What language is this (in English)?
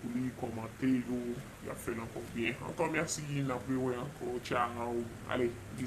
Haitian Creole